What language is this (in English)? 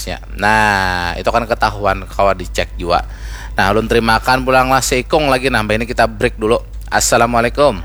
Banjar